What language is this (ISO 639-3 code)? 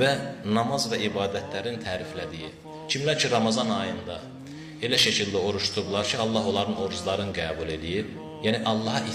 aze